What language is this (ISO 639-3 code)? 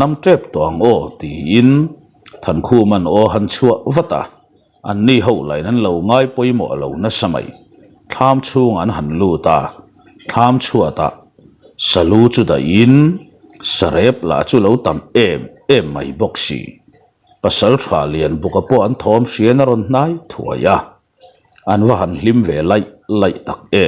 lus